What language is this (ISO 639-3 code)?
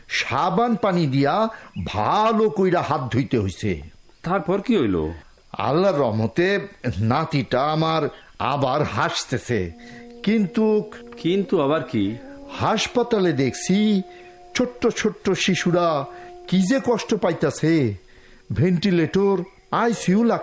ben